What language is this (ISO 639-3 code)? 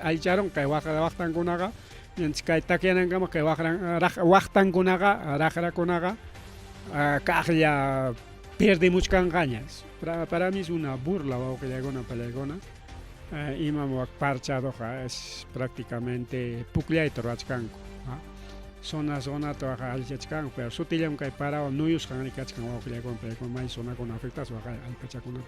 quy